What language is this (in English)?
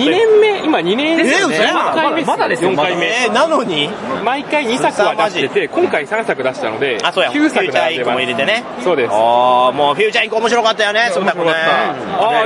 Japanese